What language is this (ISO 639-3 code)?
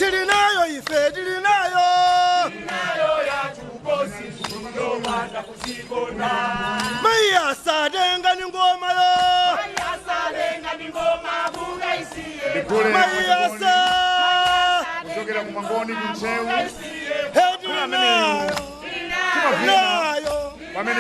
nya